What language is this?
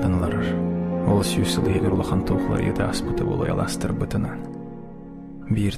Yakut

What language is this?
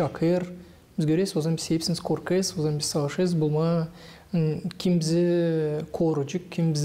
Gagauz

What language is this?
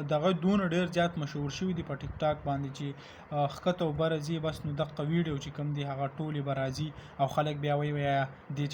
Pashto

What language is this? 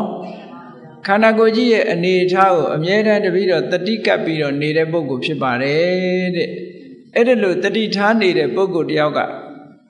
Burmese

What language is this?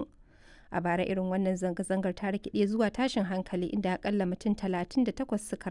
Hausa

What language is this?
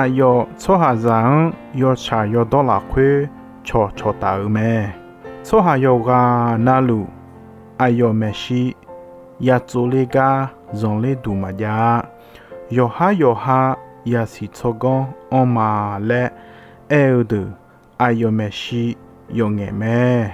Akha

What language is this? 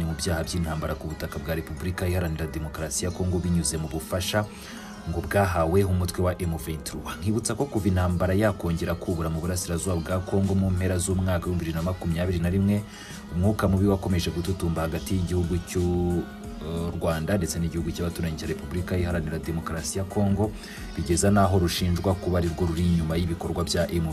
Kinyarwanda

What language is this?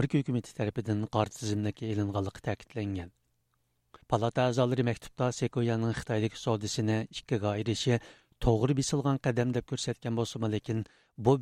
Uyghur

